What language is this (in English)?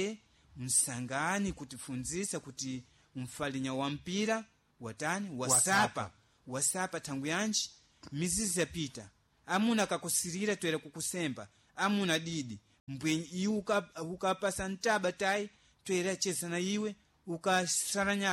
Sena